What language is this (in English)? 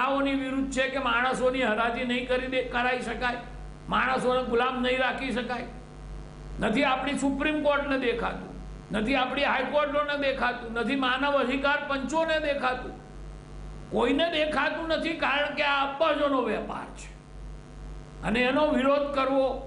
Gujarati